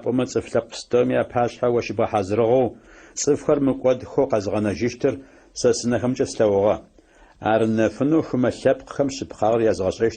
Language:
Adyghe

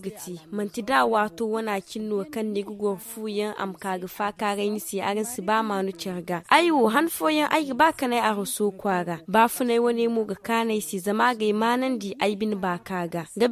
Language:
Zarma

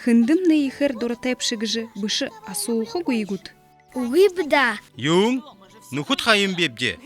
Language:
Buriat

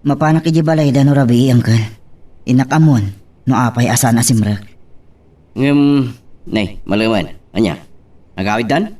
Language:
Iloko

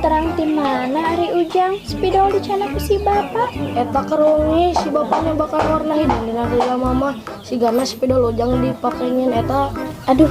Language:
Sundanese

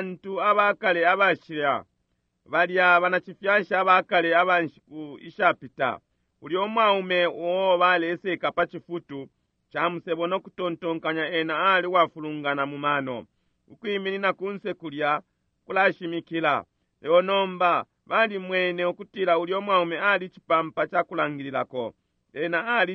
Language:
Bemba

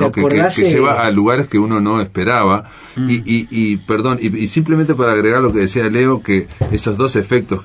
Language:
Spanish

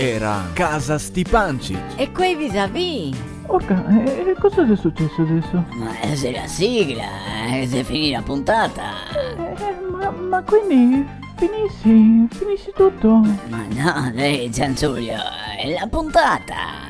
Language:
Venetian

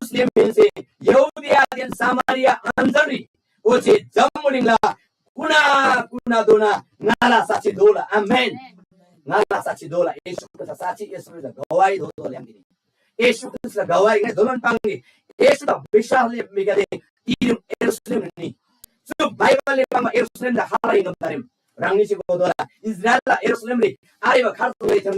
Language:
Eastern Tamang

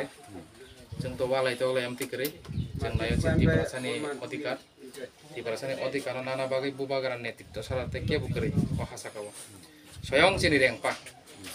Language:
Kok Borok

